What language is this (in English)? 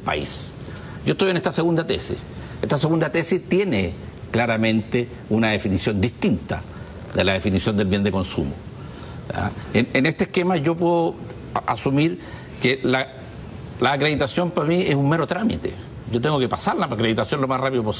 Spanish